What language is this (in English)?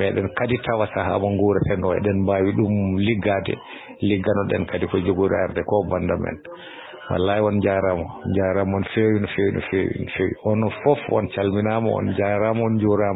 Fula